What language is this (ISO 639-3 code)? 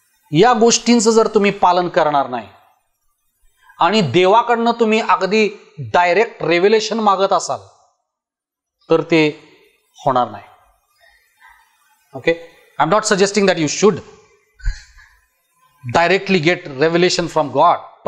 mar